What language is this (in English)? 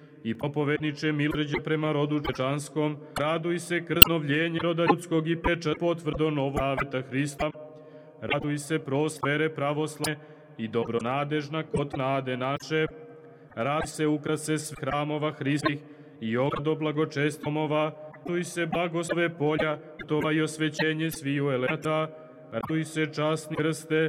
Serbian